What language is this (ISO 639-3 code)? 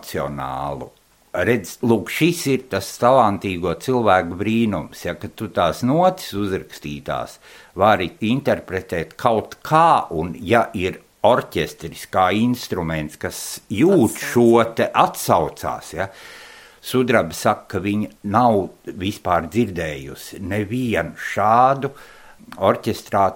lav